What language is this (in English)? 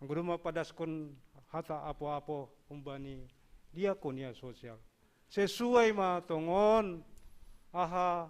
Batak Simalungun